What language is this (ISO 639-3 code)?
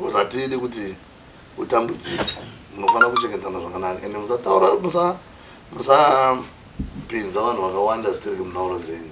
sna